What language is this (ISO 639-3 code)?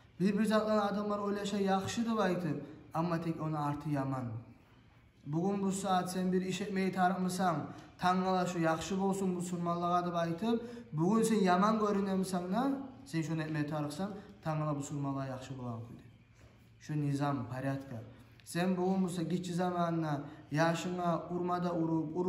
kum